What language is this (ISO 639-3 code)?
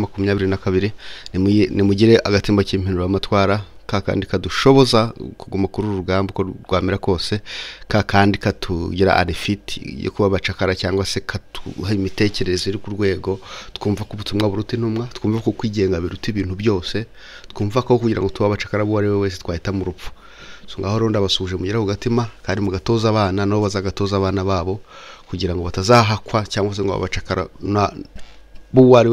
kin